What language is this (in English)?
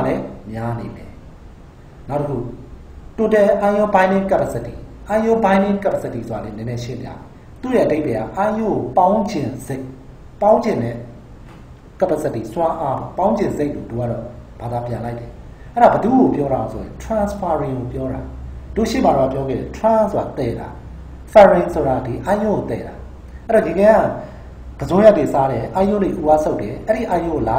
Burmese